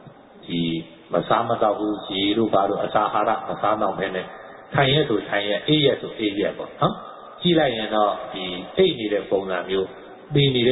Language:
Burmese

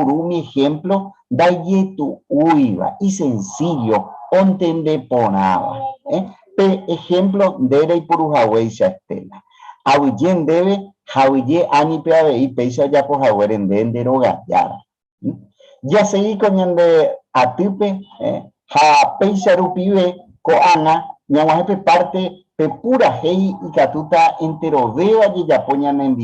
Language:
Guarani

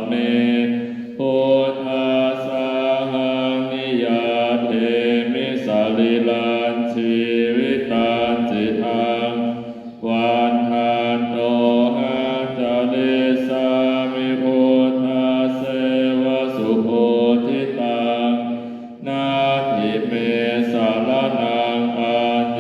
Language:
Pali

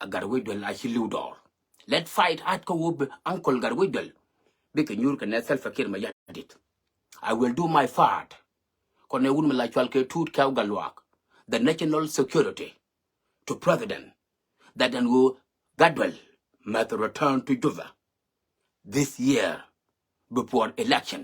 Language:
Nuer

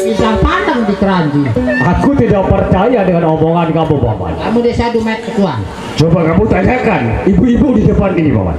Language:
Sasak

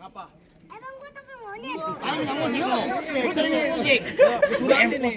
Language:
Betawi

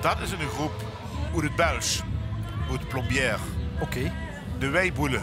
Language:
Limburgish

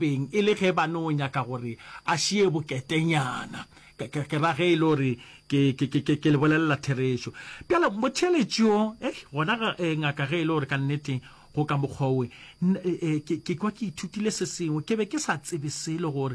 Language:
Northern Sotho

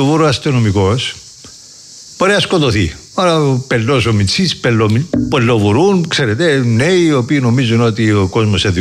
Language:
Greek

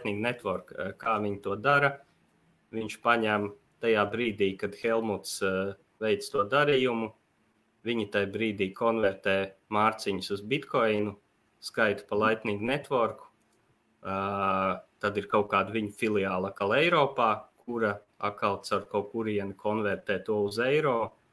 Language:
Latvian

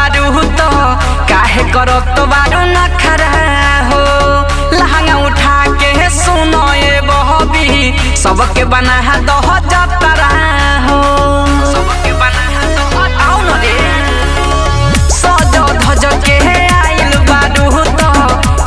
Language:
Bhojpuri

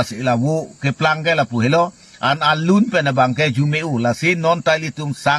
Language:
Karbi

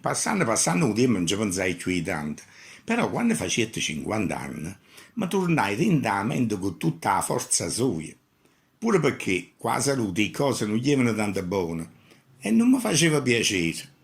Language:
Neapolitan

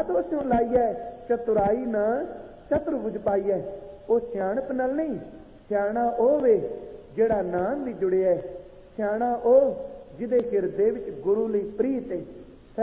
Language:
Punjabi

